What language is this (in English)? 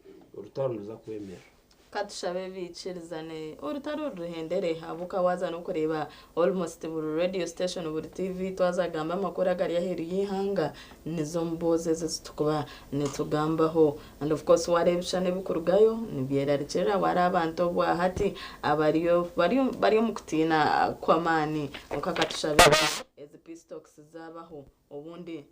Nyankole